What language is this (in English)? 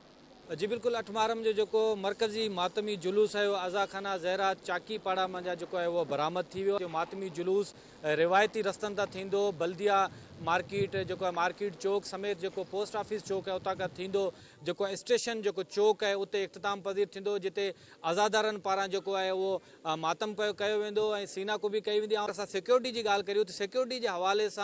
Sindhi